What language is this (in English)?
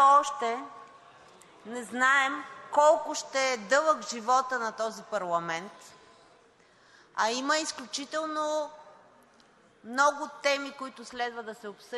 Bulgarian